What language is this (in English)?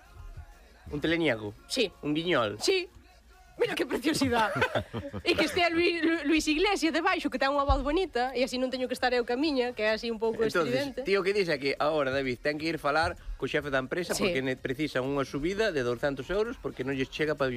Galician